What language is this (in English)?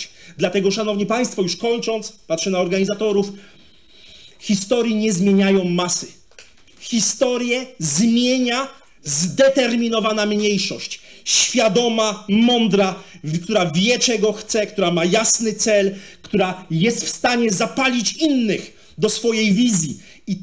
Polish